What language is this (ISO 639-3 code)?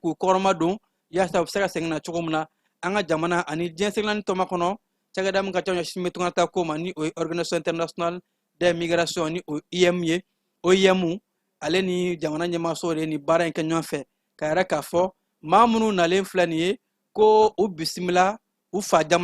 bam